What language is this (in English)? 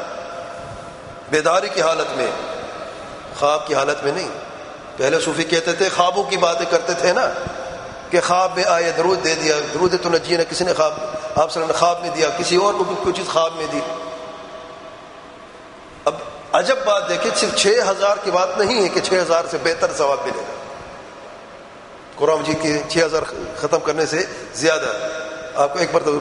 Urdu